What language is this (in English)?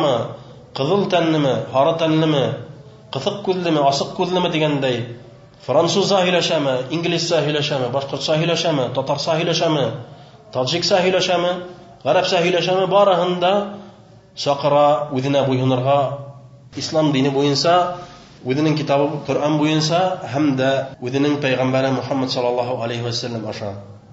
Bashkir